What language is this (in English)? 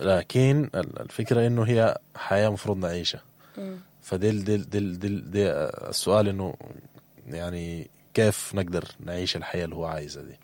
Sudanese Arabic